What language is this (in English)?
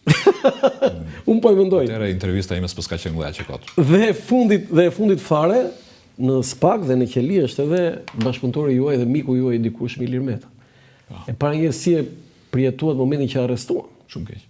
Albanian